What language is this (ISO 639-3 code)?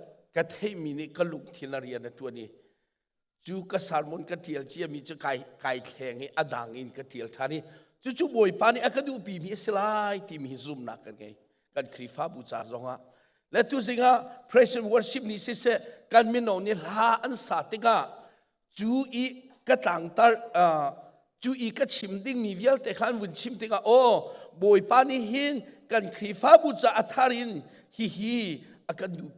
cnh